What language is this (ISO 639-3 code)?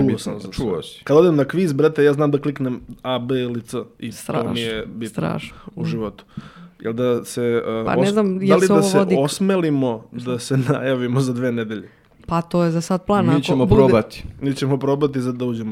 srp